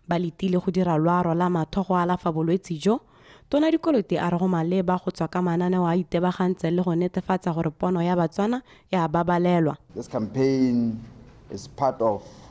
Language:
Tswana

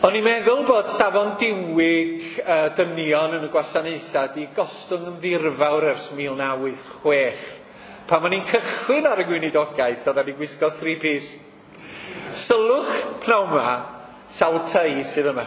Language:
Welsh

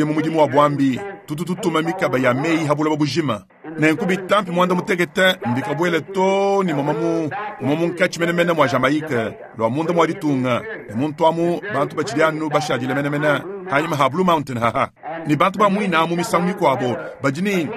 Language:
Luba-Lulua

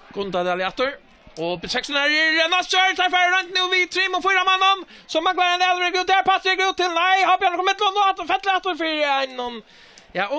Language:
Faroese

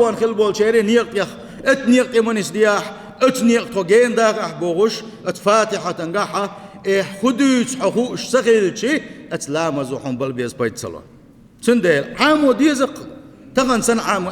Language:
Chechen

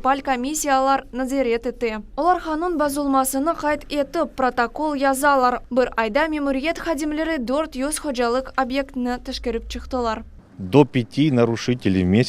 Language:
Crimean Tatar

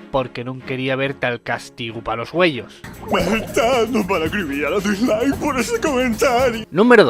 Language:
Asturian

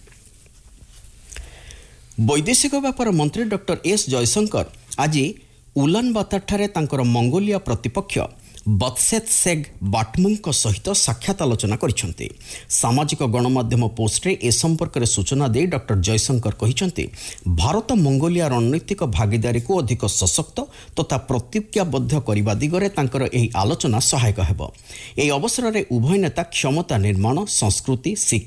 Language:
Odia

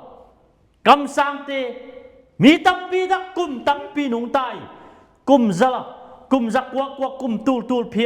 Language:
Tedim Chin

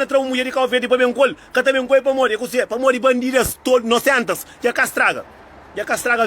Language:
Kabuverdianu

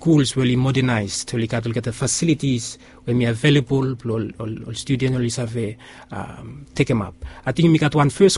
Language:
Bislama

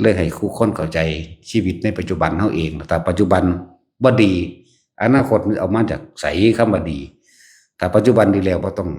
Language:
Northeastern Thai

